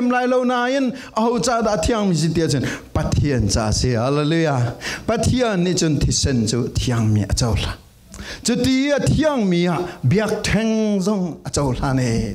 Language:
Falam Chin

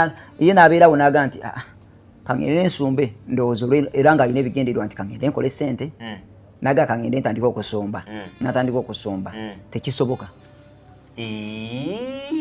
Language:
Ganda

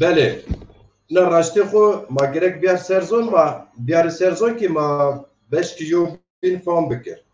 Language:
Zaza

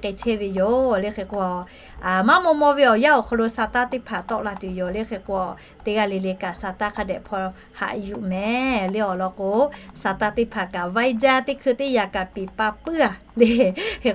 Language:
Lahu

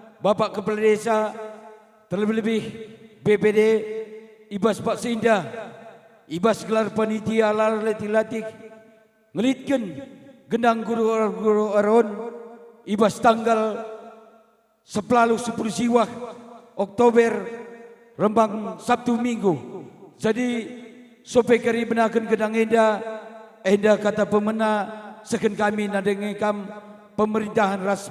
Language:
Batak Karo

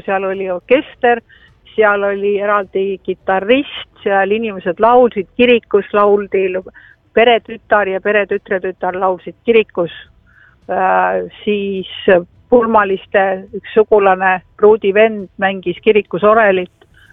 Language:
Estonian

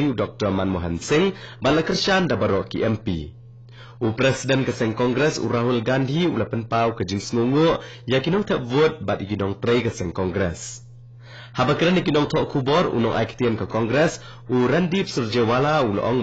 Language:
Khasi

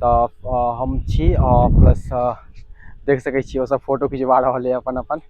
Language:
Maithili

